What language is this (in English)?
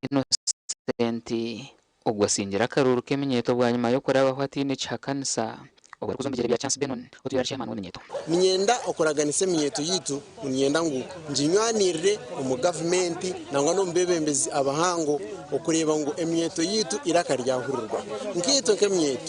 Nyankole